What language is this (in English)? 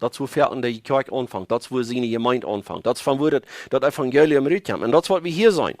Plautdietsch